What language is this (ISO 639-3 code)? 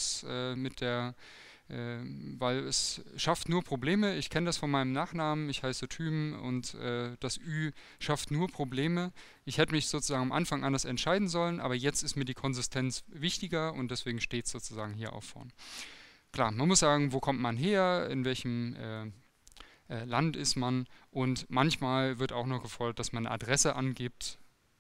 deu